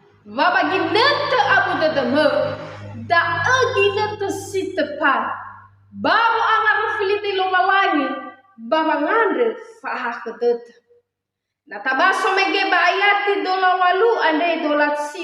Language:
Nias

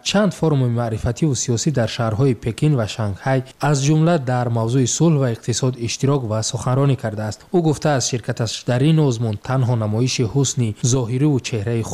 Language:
Tajik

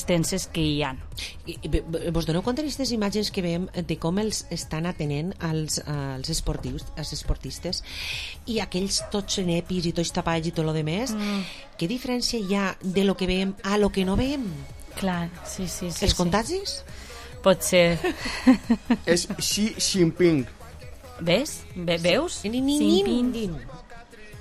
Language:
Catalan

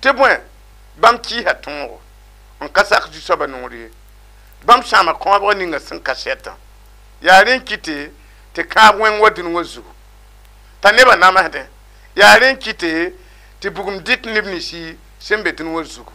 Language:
Mossi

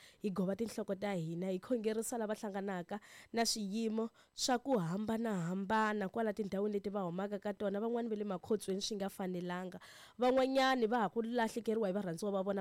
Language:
Tsonga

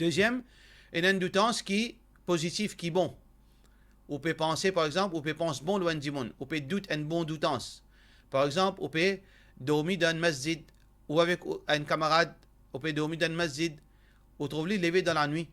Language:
Morisyen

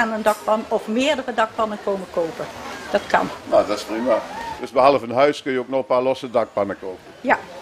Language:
Dutch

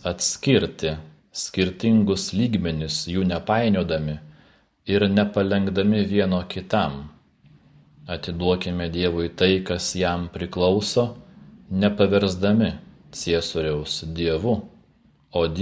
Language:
Lithuanian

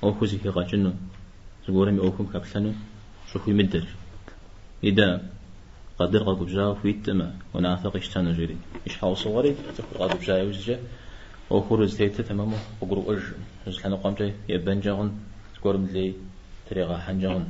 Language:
Kabardian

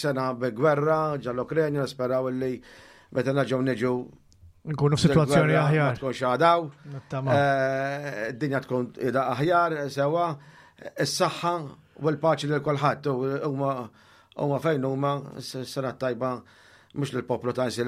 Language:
Maltese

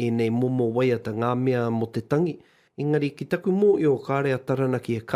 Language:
Māori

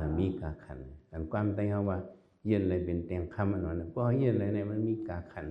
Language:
Shan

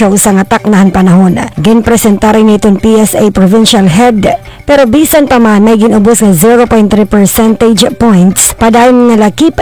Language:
Waray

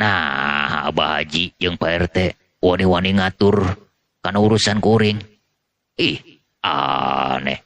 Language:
Sundanese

